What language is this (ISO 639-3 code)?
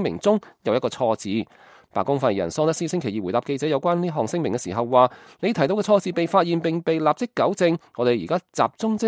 yue